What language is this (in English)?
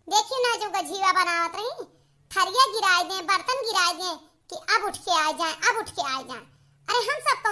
Awadhi